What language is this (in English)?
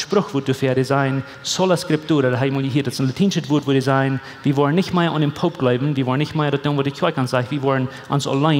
Plautdietsch